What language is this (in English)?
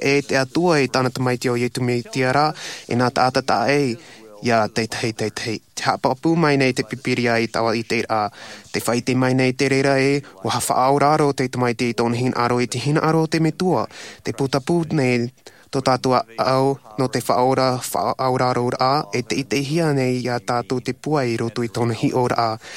Tahitian